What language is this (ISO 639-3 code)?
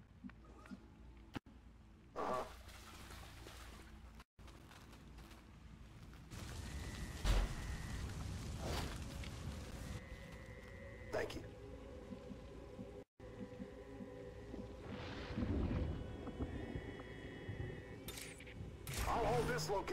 eng